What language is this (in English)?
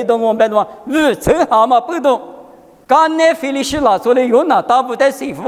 Lisu